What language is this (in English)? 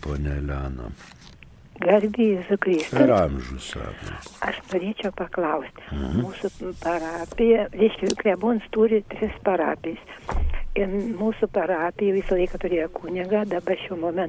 Lithuanian